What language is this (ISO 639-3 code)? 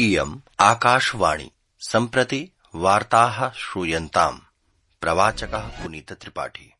san